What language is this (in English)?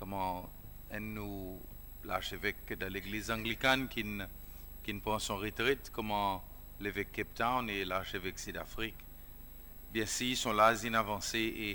Seselwa Creole French